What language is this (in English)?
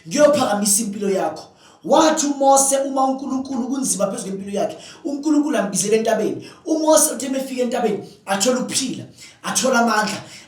Zulu